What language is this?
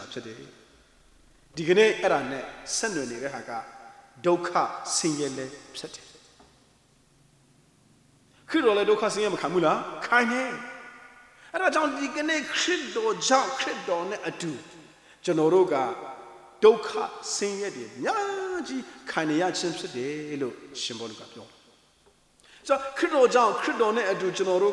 Burmese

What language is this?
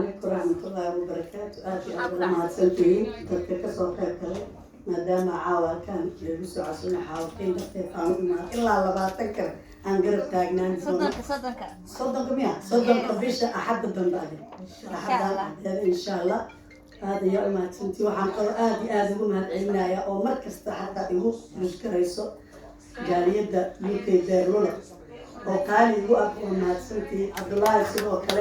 Somali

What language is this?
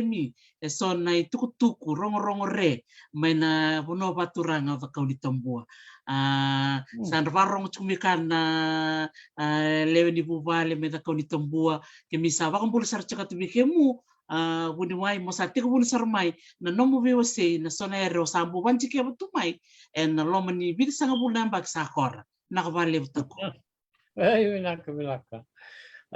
Fijian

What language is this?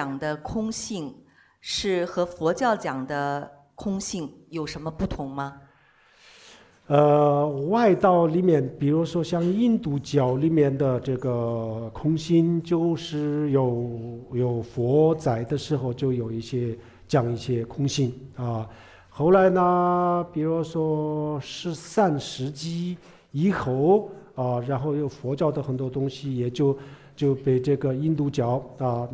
Chinese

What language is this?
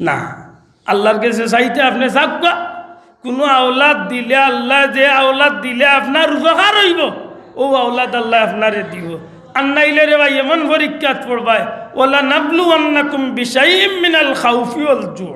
Sylheti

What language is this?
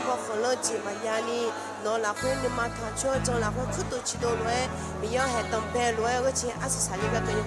Akha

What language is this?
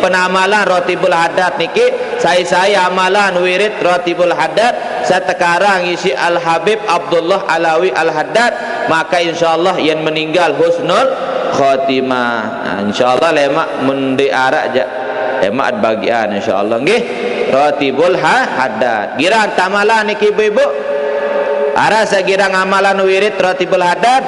Sasak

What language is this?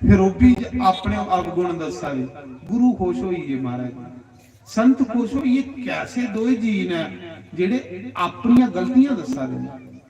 Dogri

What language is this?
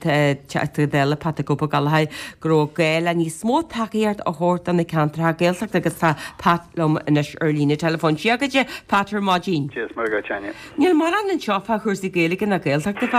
Irish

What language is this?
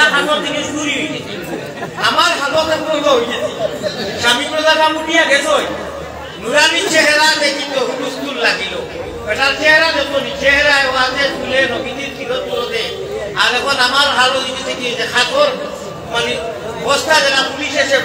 Sylheti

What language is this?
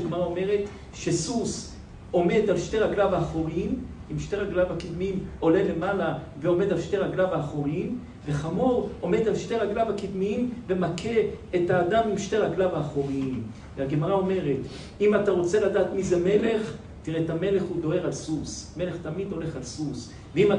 Hebrew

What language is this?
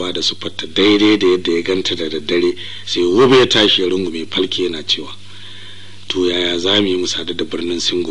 Hausa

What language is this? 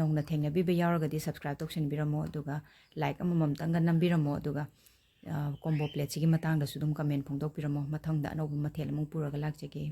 Manipuri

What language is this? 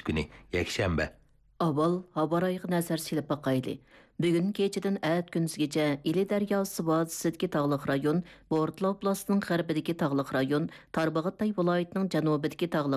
Uyghur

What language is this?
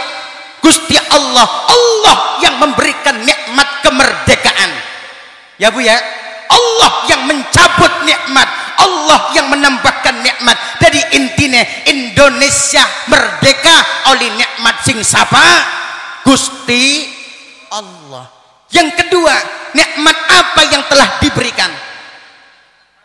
Indonesian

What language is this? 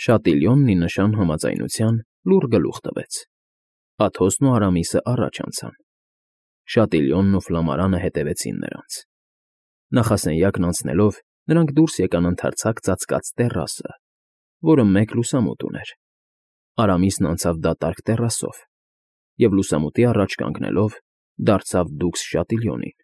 Armenian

